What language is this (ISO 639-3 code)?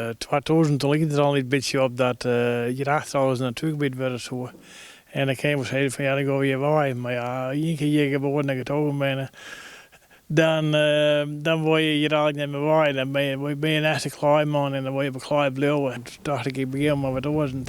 fry